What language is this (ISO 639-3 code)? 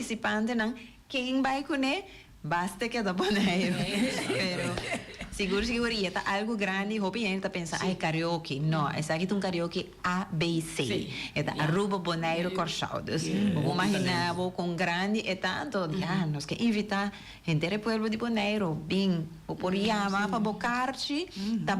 pap